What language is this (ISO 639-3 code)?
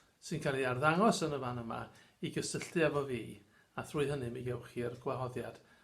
cym